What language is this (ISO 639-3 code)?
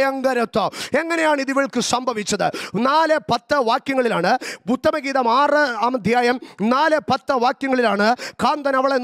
mal